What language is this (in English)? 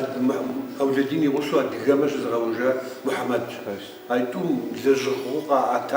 Kabardian